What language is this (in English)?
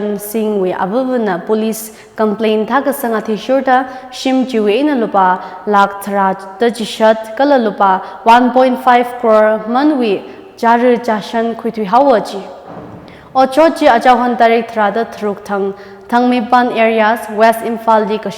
Tangkhul Naga (India)